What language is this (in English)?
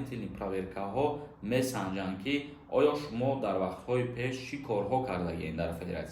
Tajik